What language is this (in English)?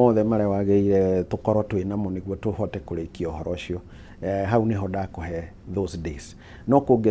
Kikuyu